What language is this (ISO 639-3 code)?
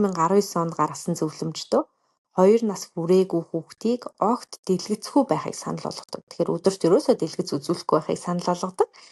mon